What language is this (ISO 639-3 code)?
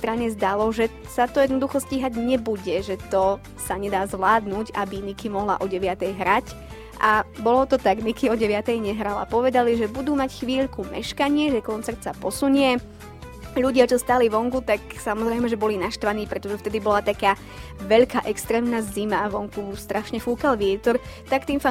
slk